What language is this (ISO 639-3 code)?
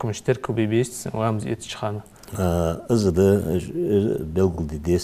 inh